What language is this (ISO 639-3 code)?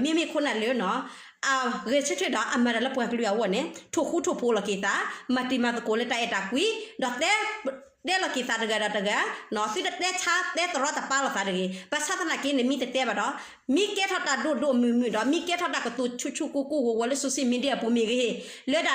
ksw